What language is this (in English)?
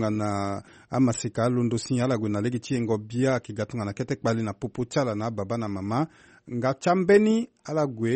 Sango